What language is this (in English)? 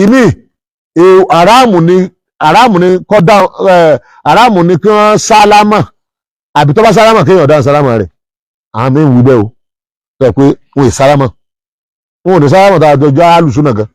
Yoruba